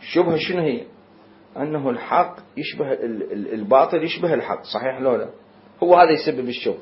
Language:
Mesopotamian Arabic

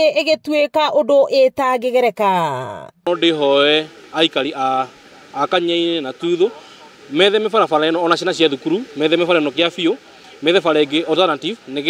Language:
Kikuyu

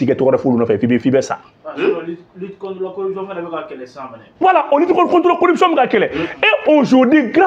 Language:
Bambara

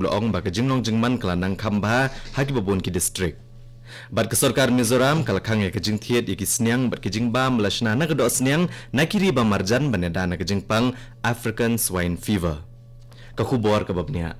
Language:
Khasi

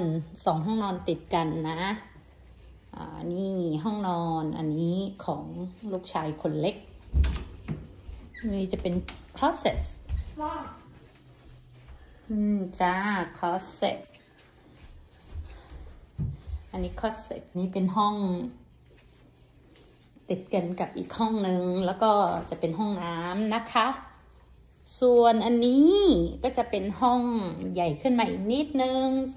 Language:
Thai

